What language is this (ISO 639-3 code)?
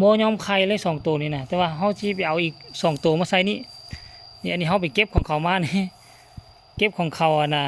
lao